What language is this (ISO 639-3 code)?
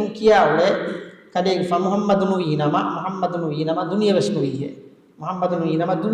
div